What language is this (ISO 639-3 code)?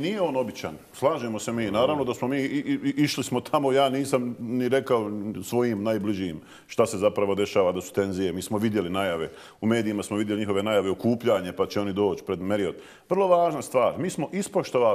bos